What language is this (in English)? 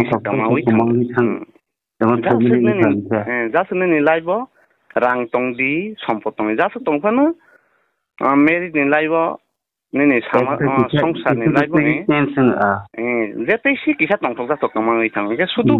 Kok Borok